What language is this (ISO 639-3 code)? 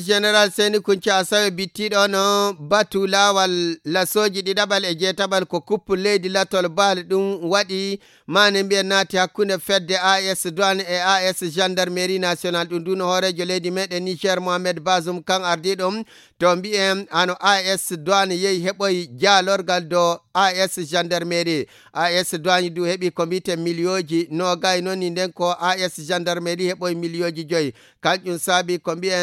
ful